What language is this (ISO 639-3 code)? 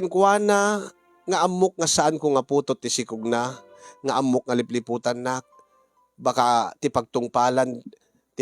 ilo